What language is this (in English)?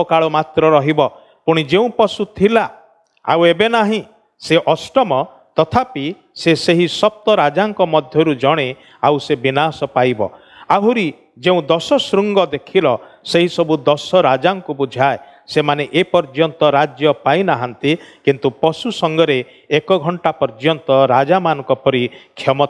Odia